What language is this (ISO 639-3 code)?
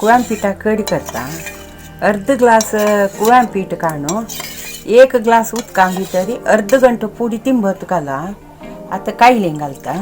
kok